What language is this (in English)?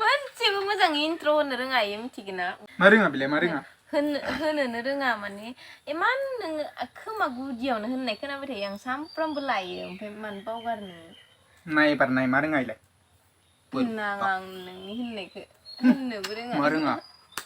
Bodo